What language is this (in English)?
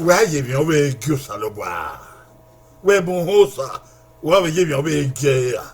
Bini